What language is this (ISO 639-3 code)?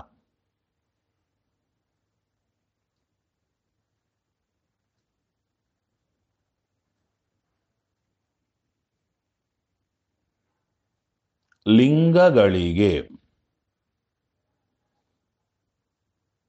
kan